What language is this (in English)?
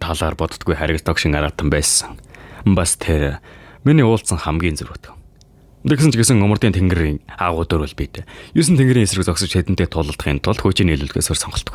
Mongolian